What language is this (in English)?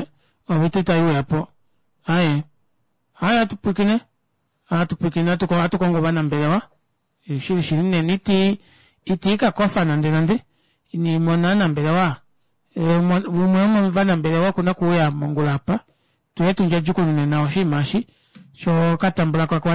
Kuanyama